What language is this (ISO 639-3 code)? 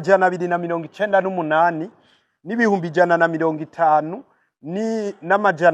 run